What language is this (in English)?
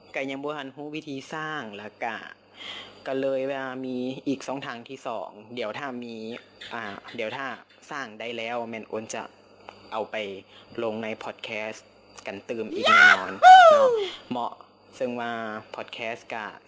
Lao